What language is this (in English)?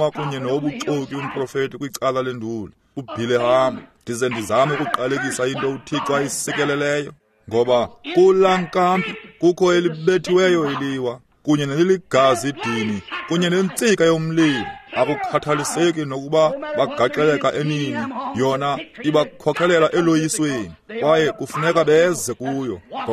Xhosa